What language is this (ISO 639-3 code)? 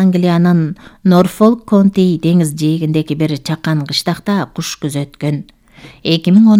kir